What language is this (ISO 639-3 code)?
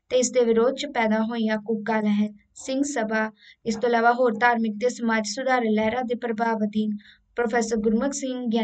pan